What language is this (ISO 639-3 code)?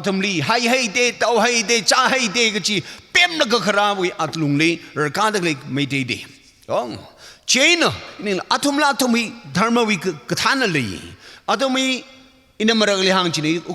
nmf